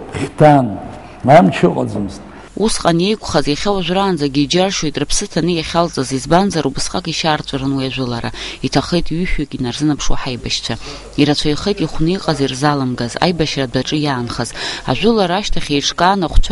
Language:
Abkhazian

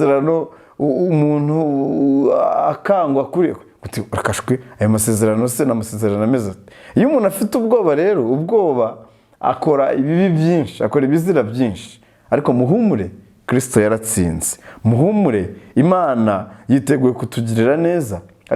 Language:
Kinyarwanda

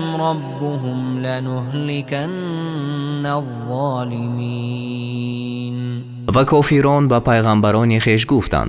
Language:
Persian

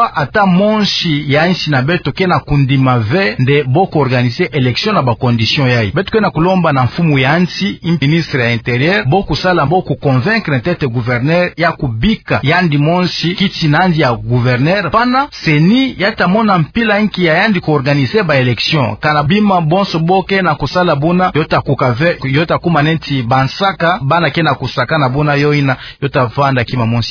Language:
Kituba (Democratic Republic of Congo)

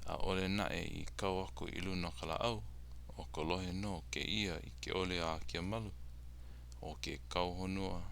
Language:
Hawaiian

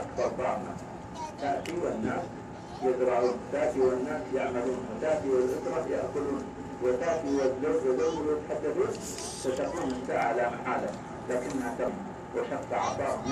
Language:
Tausug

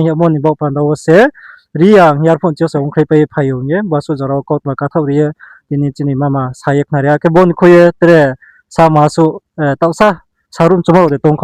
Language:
Riang (India)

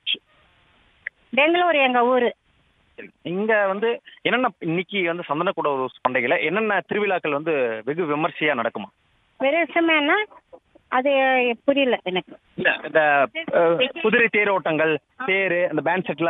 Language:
Tamil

